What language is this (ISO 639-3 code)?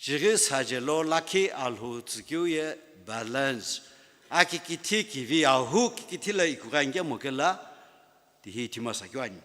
nsm